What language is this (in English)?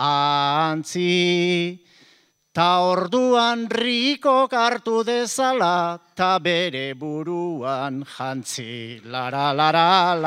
Basque